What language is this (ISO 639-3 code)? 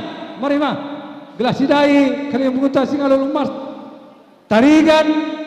btx